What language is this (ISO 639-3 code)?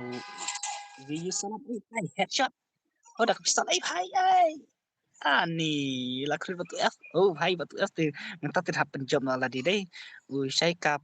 kha